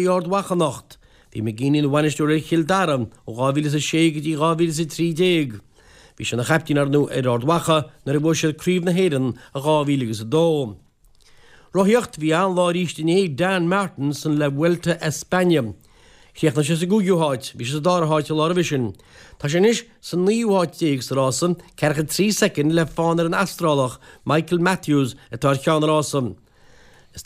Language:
Irish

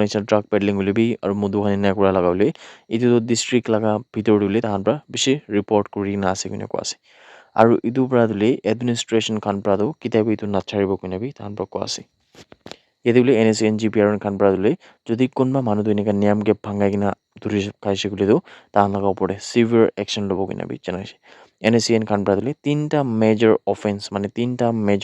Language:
Naga Pidgin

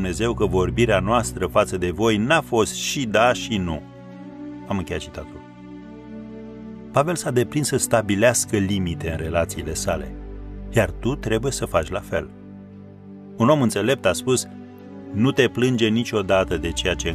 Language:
Romanian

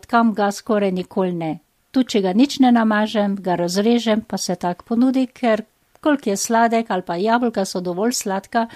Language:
Slovenian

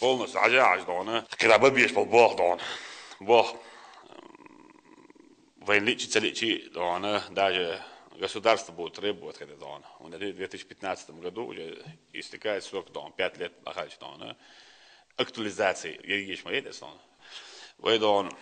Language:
Chechen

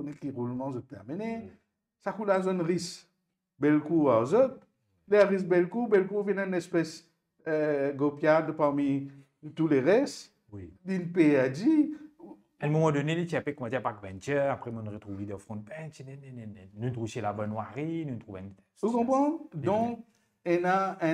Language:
Morisyen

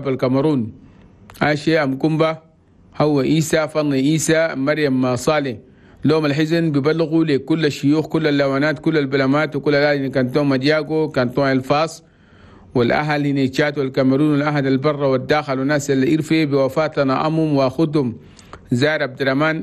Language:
Chadian Arabic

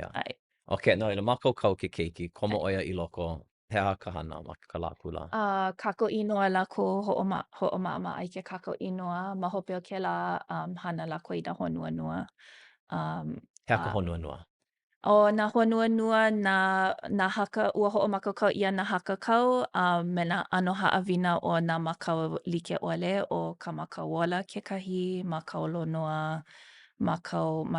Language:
Hawaiian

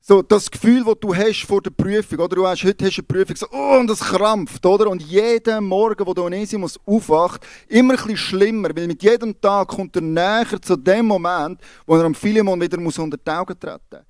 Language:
Swiss German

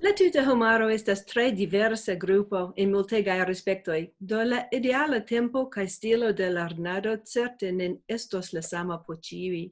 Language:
Esperanto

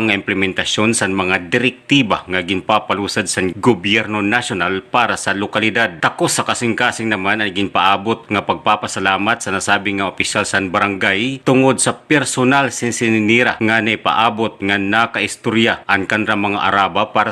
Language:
Waray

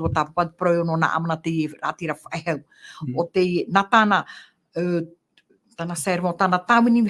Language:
Tahitian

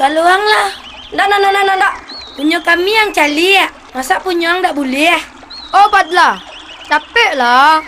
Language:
Minangkabau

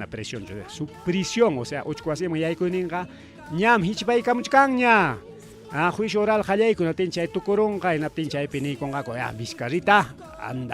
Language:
Ayacucho Quechua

